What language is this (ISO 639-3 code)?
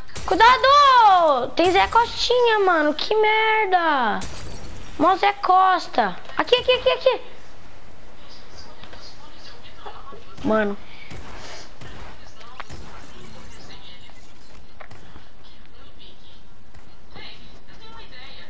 por